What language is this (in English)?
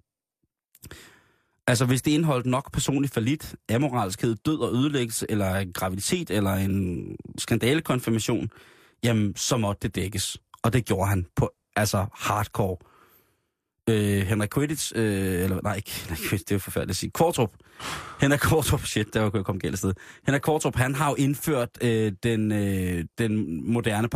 Danish